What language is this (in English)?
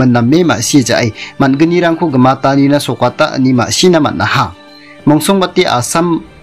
Garo